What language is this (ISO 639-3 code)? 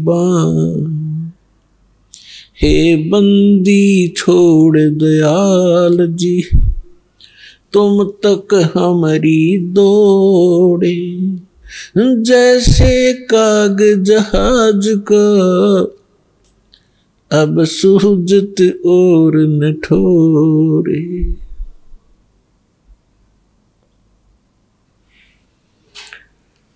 hin